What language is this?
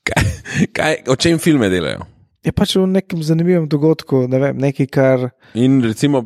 Slovenian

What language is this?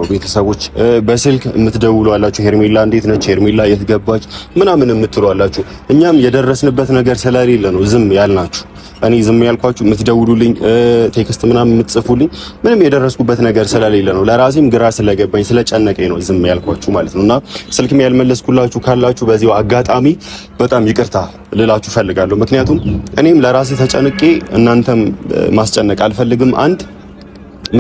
Amharic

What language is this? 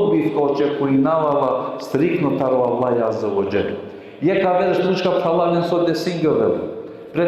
Balkan Romani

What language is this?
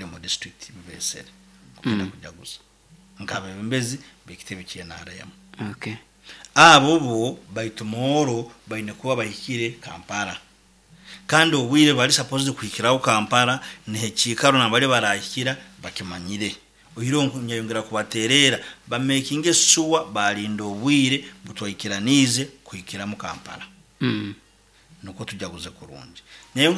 Nyoro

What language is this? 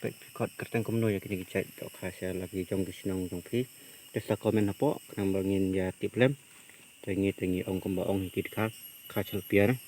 Khasi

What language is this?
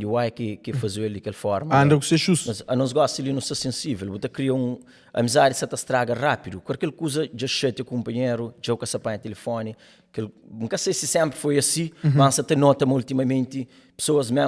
Kabuverdianu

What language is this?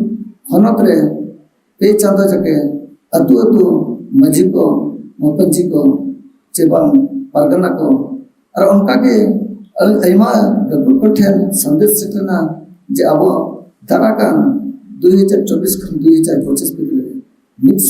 Santali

